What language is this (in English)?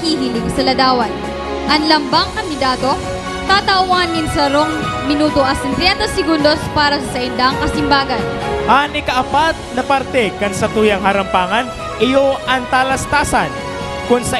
Bikol